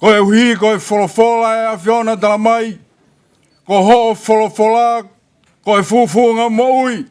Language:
Tongan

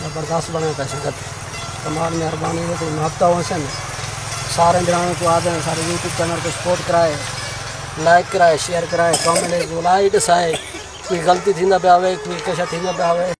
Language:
Saraiki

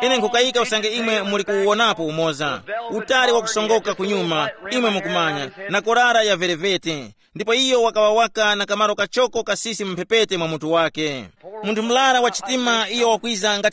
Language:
Tumbuka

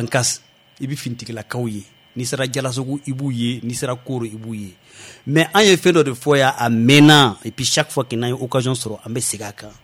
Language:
Bambara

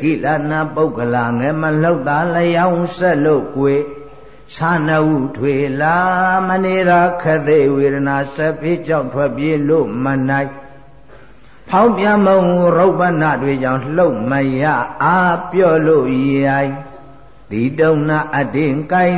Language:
Burmese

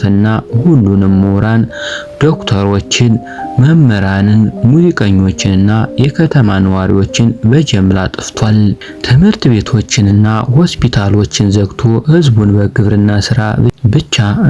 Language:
Amharic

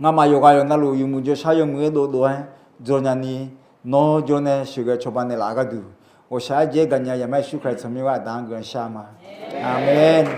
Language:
Akha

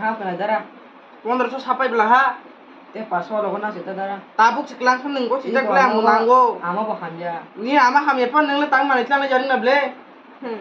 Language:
Kok Borok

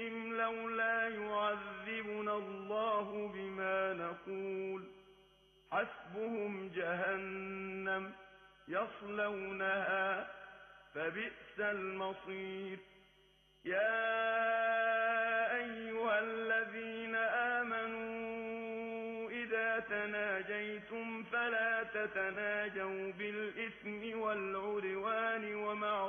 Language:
Arabic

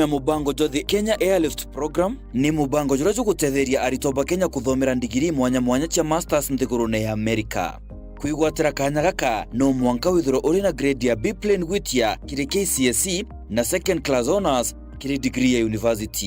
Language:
Meru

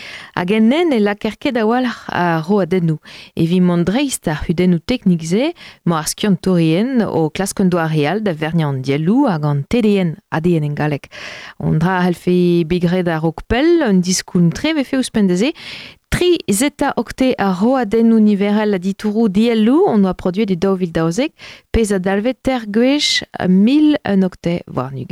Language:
Breton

